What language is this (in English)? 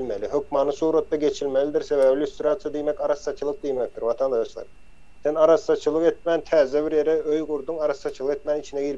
Turkmen